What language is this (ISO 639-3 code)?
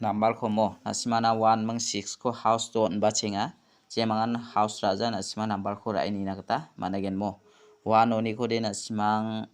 grt